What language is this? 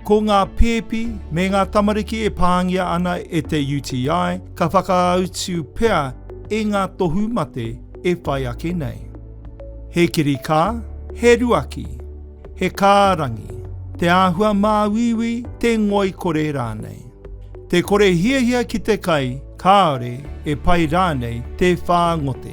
Māori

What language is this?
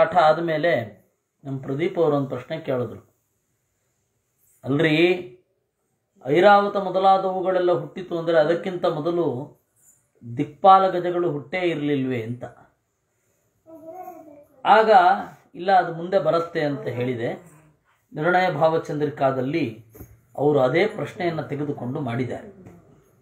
Kannada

